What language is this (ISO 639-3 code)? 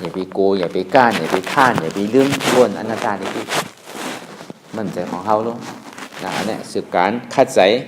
shn